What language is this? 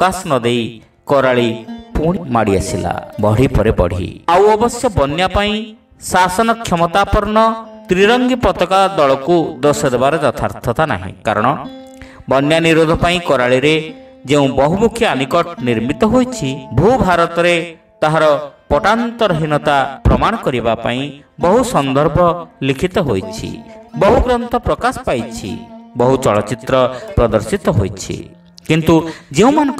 Odia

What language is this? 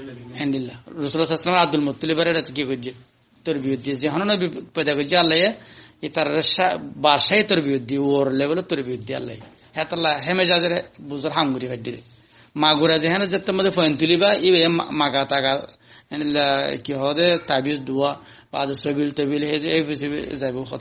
Rohingya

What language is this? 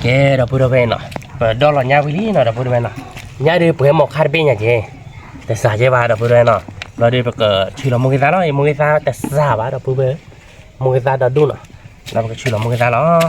S'gaw Karen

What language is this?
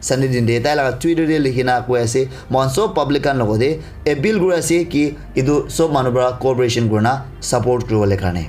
Naga Pidgin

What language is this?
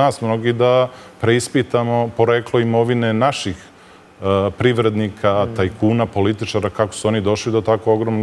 Serbian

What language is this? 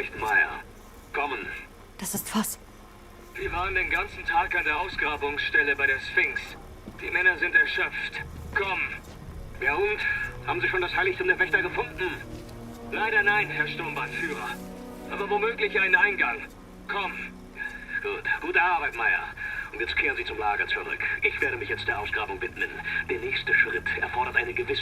Bavarian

